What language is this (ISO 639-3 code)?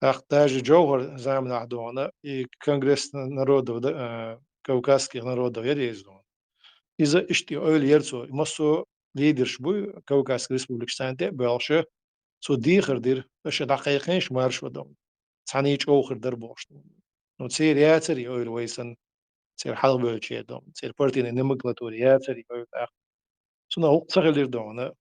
che